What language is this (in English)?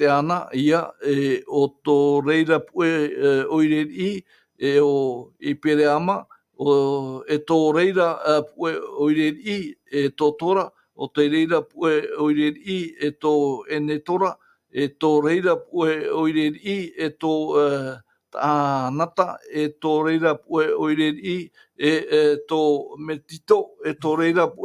Tahitian